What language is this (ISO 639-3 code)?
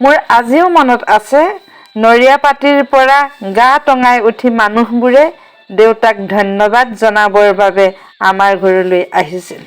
asm